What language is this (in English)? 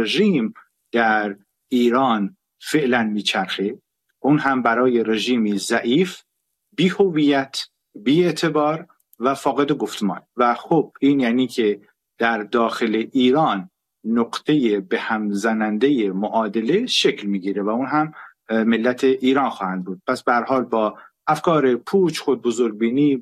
Persian